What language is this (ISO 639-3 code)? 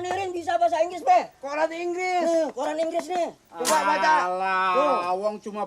bew